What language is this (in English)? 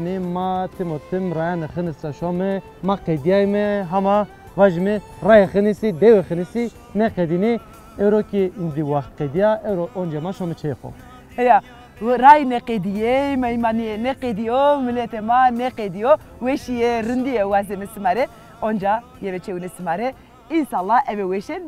Zaza